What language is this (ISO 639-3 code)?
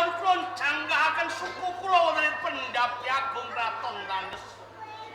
jav